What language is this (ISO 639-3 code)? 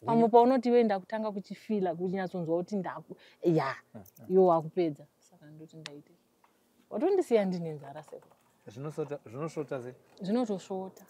sna